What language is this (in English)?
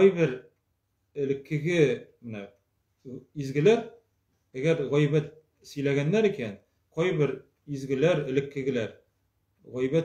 Tatar